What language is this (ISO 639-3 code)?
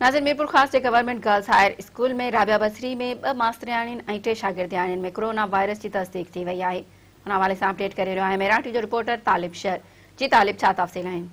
snd